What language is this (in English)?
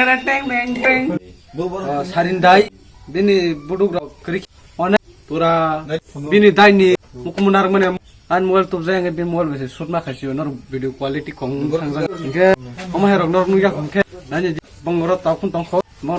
Kok Borok